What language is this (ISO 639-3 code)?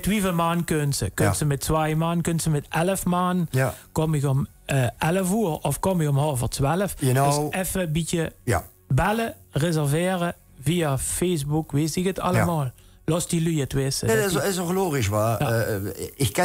lim